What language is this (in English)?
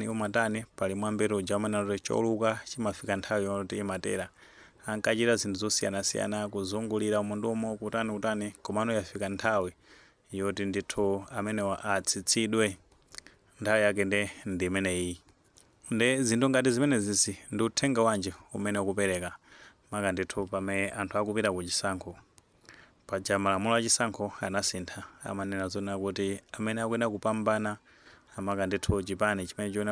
Nyanja